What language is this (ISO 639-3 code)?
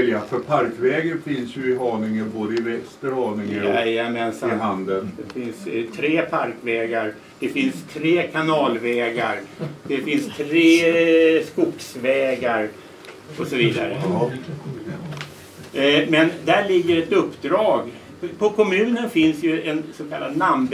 swe